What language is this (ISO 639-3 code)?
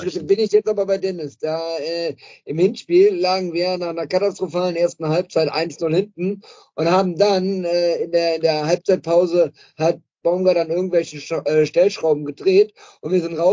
deu